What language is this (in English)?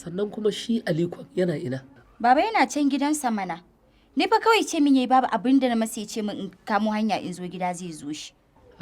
Hausa